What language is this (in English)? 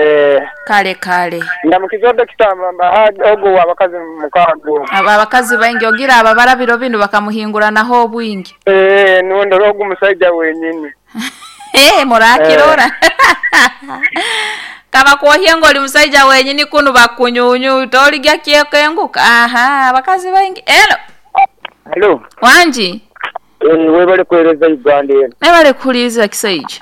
Nyoro